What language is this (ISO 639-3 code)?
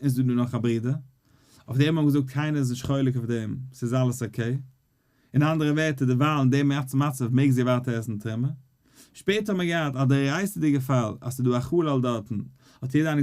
yid